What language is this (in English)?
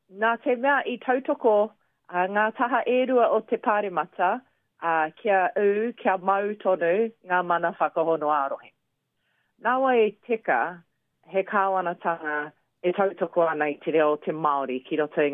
Māori